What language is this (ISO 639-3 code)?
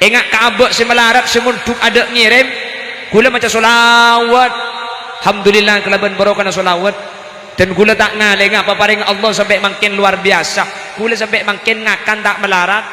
mad